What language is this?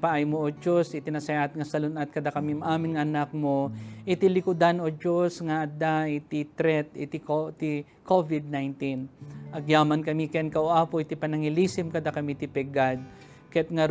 Iloko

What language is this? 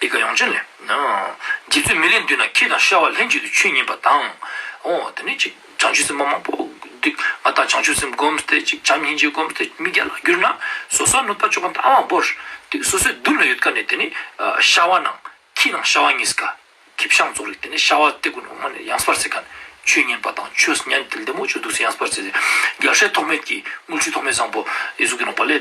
Ladakhi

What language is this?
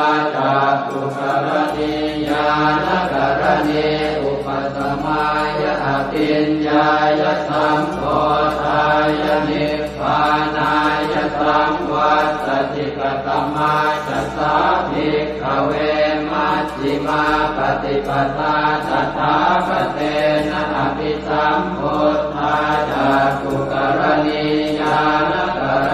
Pali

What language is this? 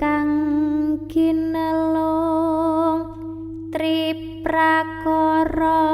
Javanese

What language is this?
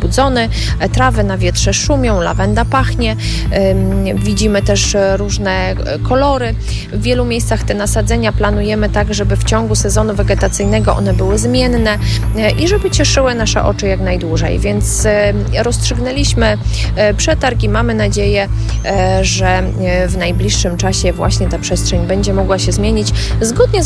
Polish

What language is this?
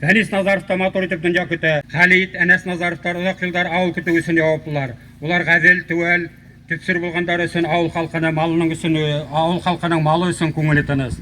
Bashkir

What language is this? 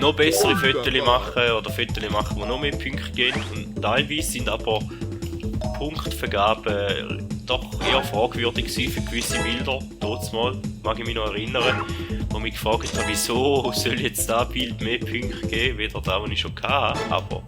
Swiss German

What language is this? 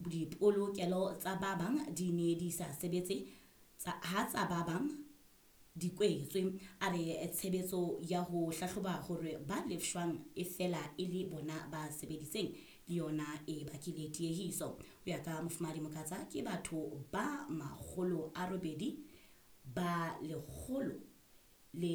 Southern Sotho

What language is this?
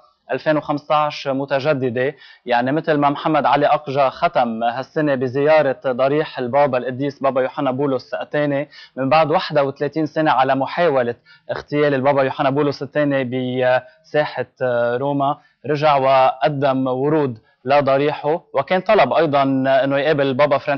North Levantine Arabic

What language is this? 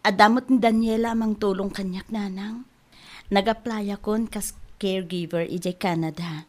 Iloko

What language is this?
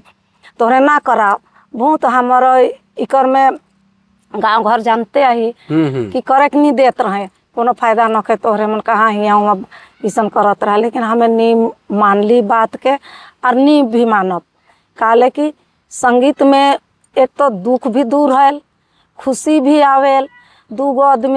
Sadri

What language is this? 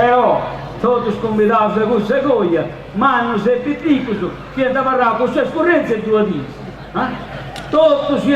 Sardinian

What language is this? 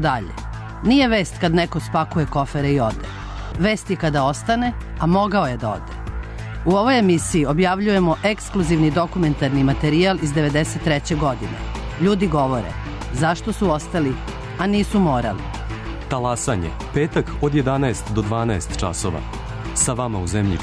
Serbian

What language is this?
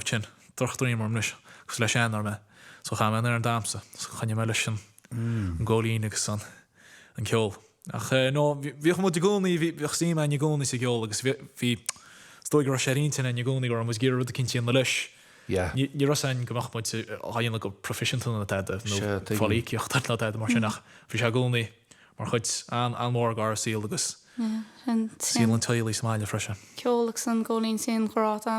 Irish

